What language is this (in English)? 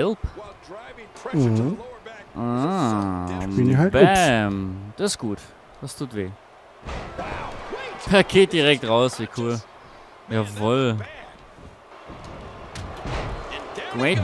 German